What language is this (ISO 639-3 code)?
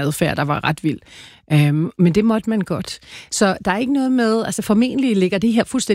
dan